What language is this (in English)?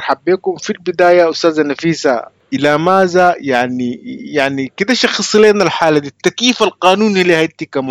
Sudanese Arabic